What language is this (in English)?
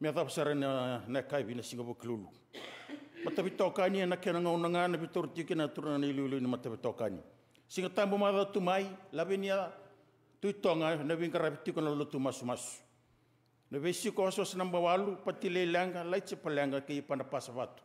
Fijian